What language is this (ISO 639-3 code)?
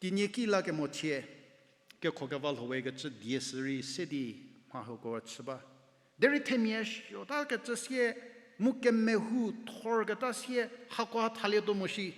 njm